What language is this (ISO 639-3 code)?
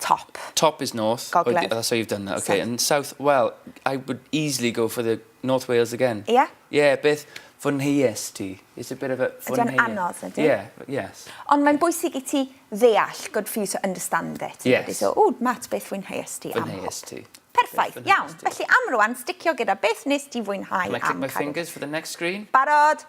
cym